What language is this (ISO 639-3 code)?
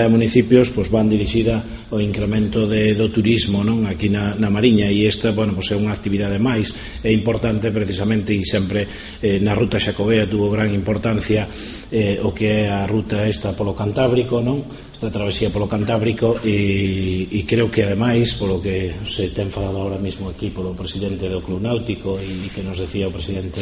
glg